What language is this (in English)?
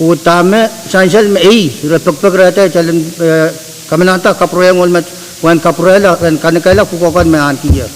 Pohnpeian